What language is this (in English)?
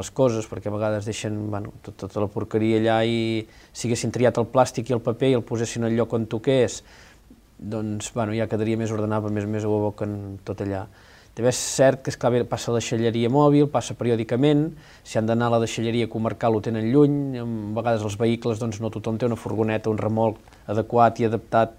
Catalan